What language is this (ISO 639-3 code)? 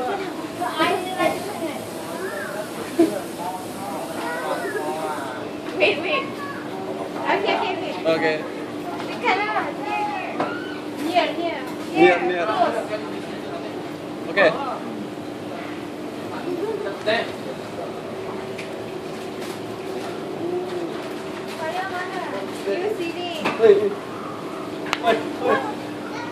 msa